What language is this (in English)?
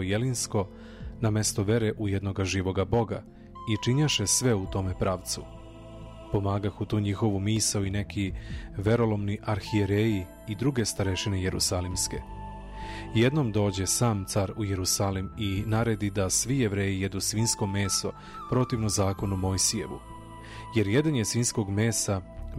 Serbian